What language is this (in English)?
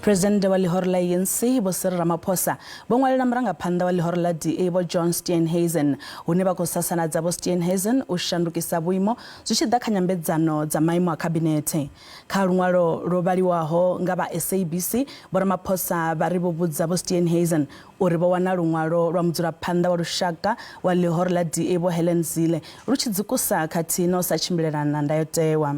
Venda